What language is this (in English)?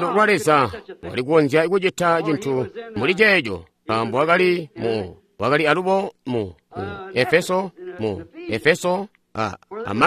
Tonga (Zambia)